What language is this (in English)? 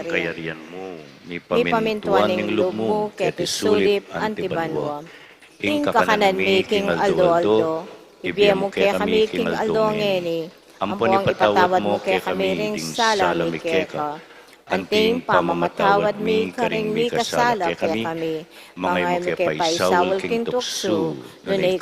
Pampanga